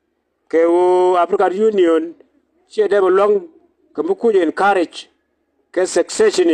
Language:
Nuer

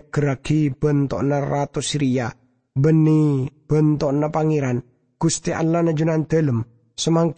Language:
Madurese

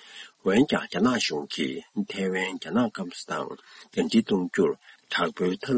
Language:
Tibetan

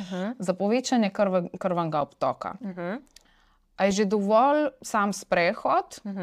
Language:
Slovenian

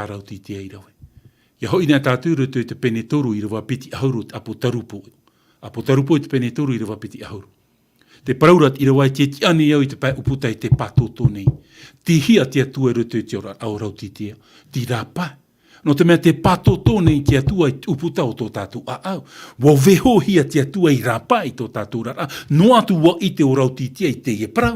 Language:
Tahitian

